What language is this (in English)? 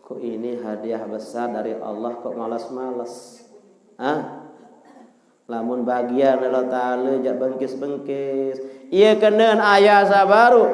Sasak